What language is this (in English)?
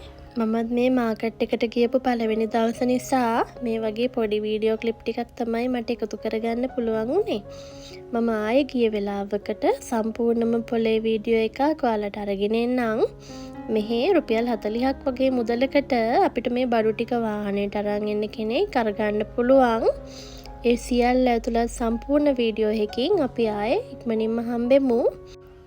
Sinhala